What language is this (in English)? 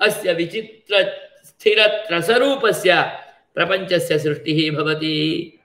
Sanskrit